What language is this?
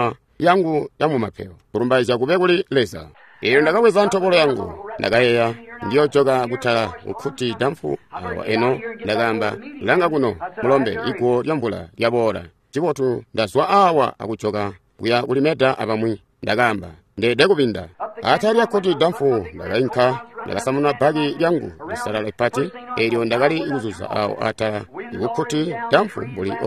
Tonga (Zambia)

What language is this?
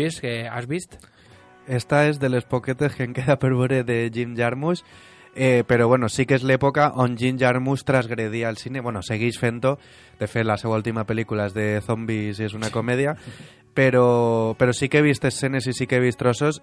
Catalan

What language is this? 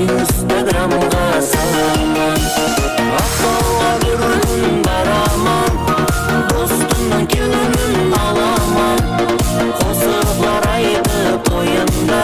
Kara-Kalpak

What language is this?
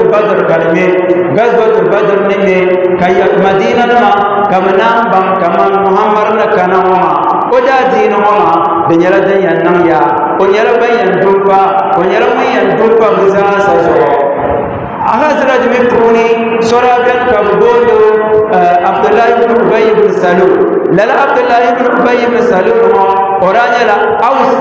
Dagbani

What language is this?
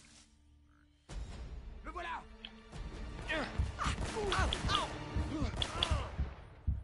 French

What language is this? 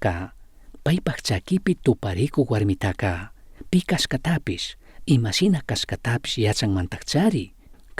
Chimborazo Highland Quichua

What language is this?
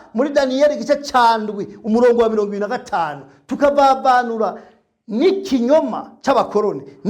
Rundi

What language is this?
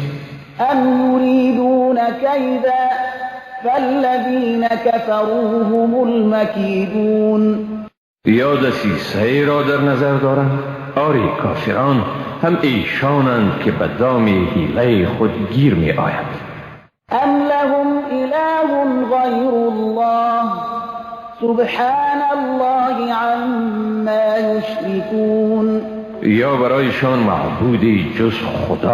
Persian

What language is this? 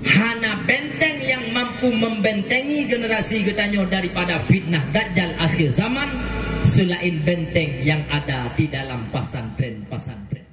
Achinese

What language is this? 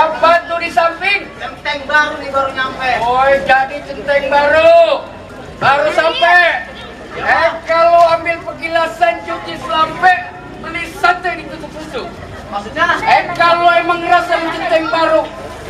Betawi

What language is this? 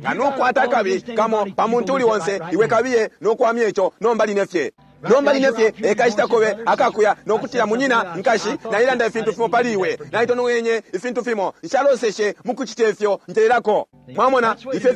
Bemba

